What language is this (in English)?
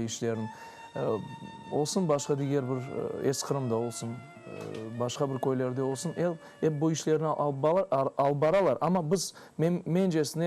Crimean Tatar